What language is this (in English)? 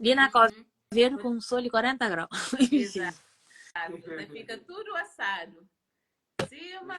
Kabuverdianu